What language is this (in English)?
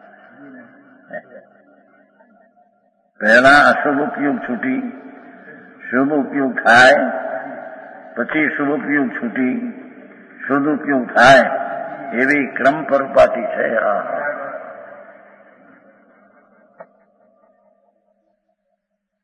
Gujarati